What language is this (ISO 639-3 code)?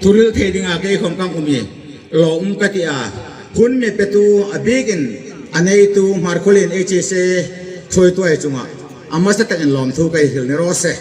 hmr